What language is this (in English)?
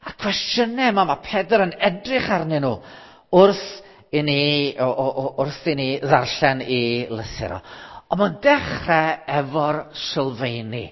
Welsh